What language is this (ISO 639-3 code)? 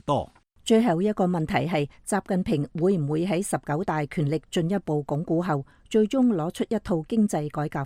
yue